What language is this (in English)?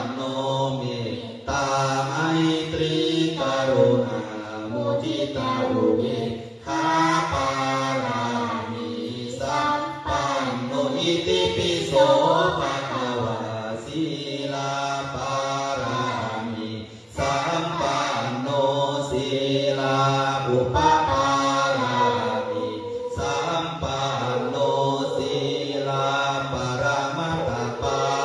Pali